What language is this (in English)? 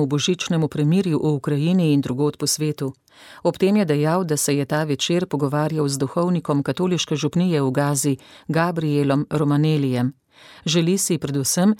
Slovenian